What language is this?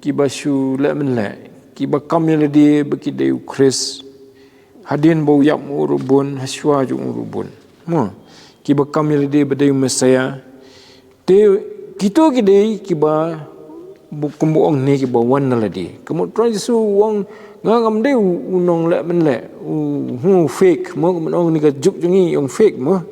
Khasi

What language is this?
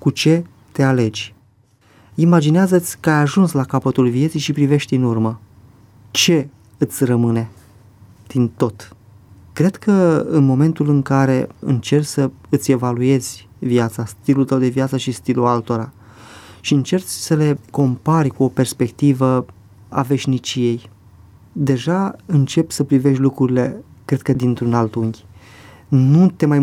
Romanian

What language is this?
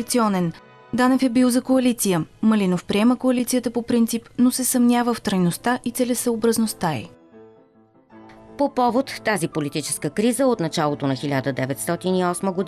Bulgarian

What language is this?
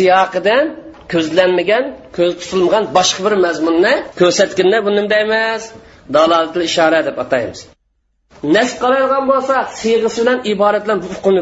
Uyghur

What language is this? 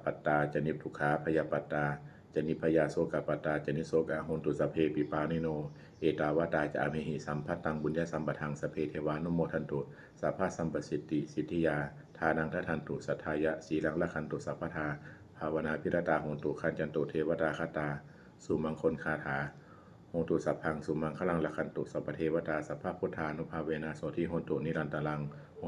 Pali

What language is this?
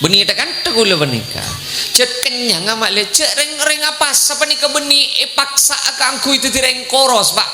Madurese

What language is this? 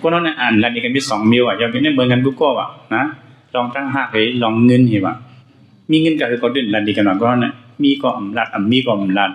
Shan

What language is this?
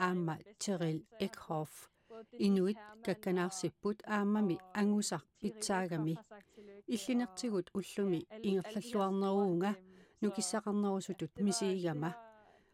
Kalaallisut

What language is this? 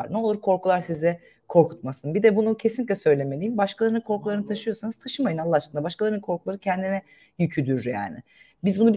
Turkish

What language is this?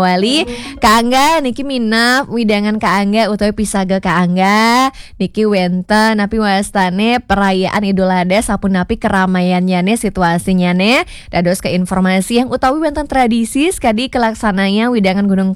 Balinese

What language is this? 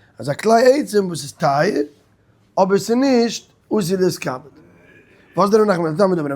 Yiddish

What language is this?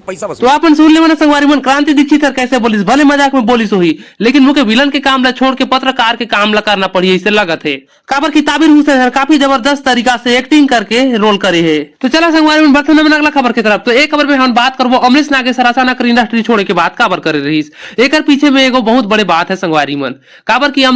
Chhattisgarhi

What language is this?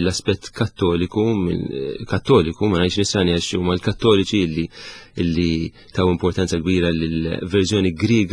Maltese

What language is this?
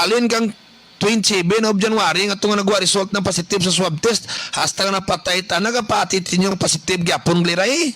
Kinaray-a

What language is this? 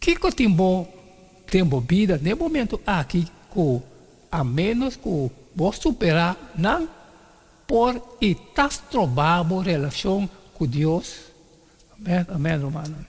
Papiamento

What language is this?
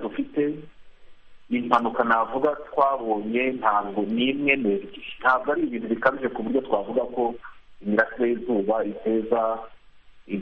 Kinyarwanda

